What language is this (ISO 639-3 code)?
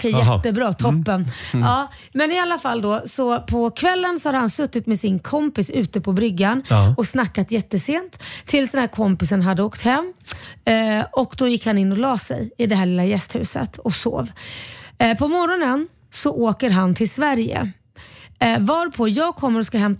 swe